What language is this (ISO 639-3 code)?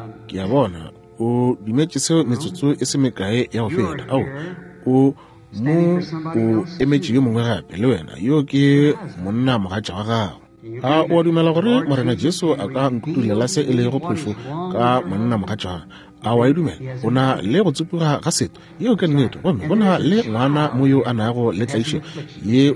nso